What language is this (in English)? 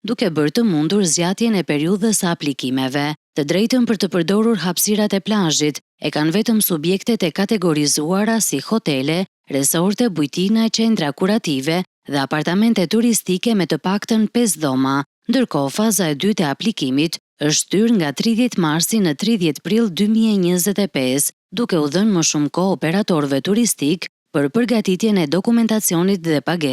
Albanian